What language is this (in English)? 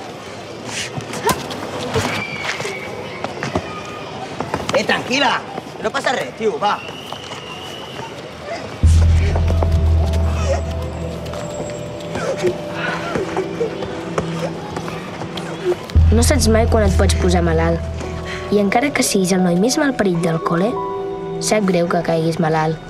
Catalan